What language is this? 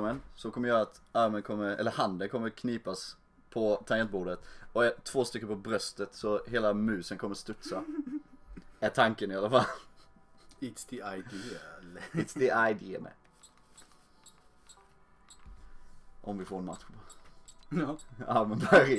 Swedish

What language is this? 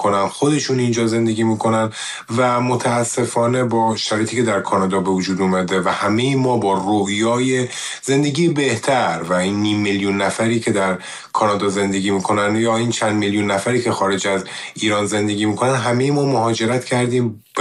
Persian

